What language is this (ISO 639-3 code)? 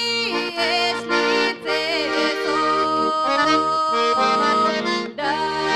bul